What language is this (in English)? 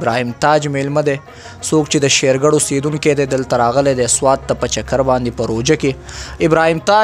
Pashto